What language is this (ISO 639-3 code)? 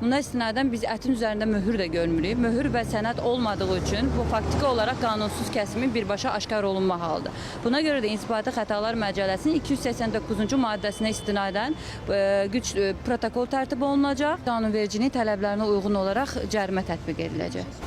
aze